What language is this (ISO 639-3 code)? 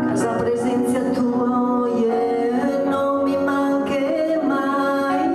srd